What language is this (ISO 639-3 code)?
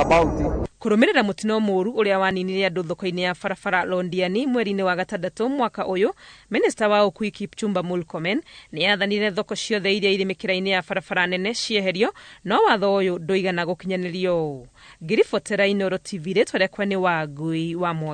kik